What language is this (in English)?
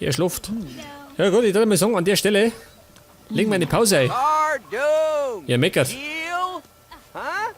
Bavarian